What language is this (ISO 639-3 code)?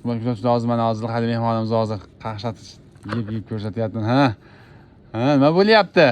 uzb